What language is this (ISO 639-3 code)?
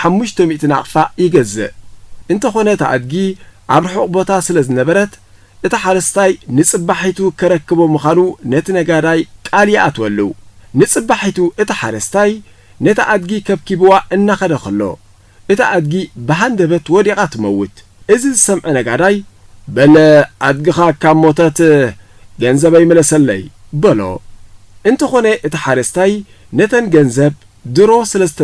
tir